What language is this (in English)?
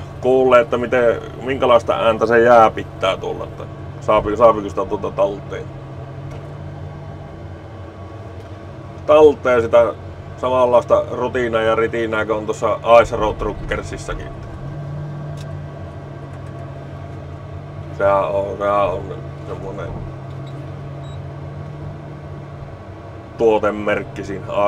Finnish